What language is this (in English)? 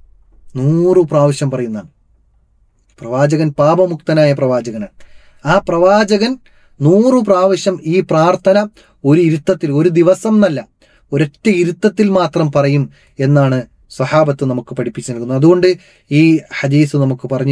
Malayalam